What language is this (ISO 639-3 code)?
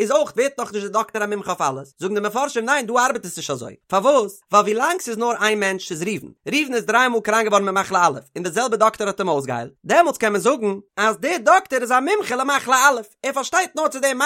yid